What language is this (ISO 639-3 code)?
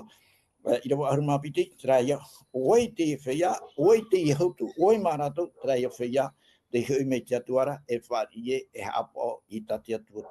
tah